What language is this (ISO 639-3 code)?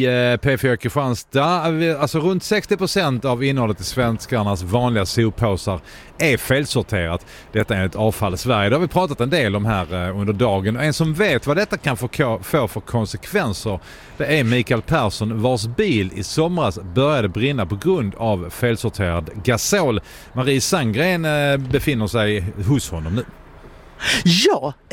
swe